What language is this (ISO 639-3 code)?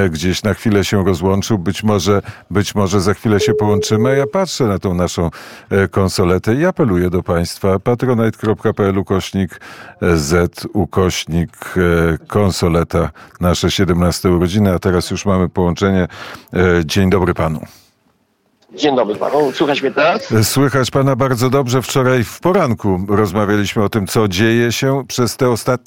pol